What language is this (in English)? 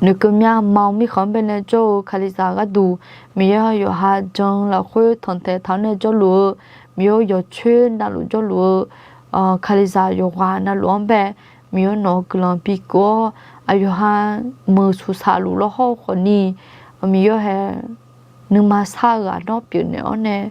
Akha